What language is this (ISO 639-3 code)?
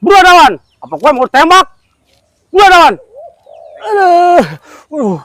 bew